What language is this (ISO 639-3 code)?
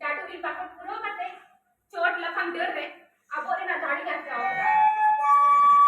sat